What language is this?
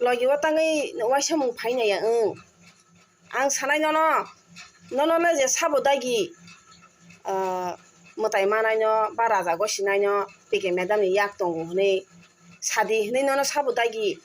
Riang (India)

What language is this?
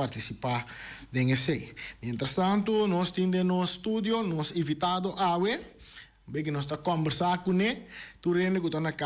Papiamento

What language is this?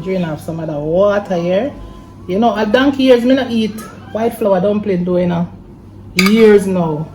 Jamaican Creole English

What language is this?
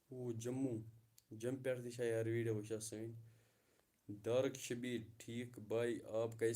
Kashmiri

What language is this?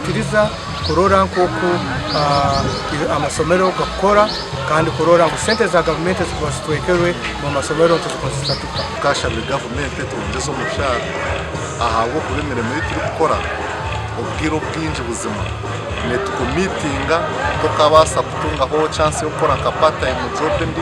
Nyankole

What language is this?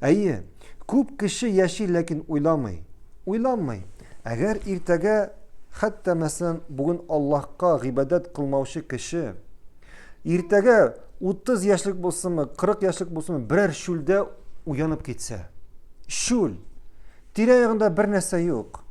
Tatar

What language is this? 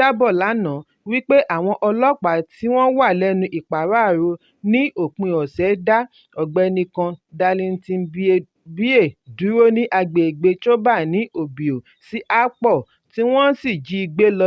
Yoruba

